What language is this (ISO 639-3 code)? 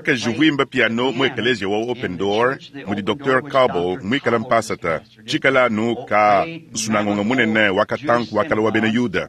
lua